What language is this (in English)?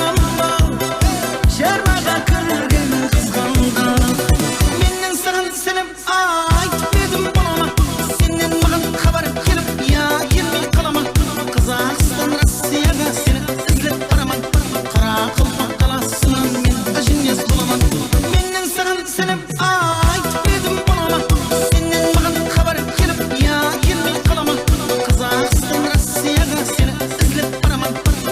Kara-Kalpak